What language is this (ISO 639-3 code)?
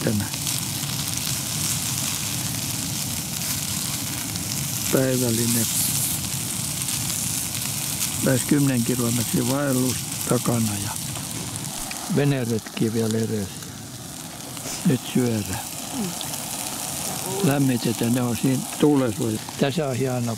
fin